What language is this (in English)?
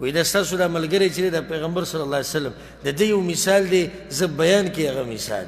Pashto